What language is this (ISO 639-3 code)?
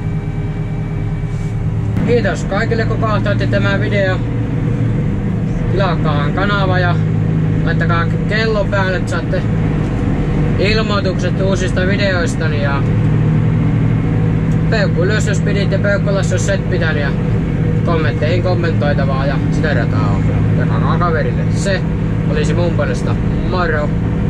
fin